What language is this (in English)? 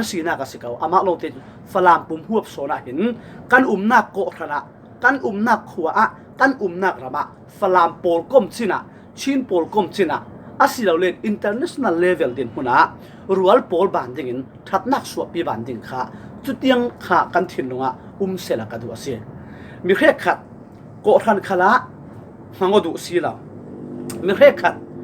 Falam Chin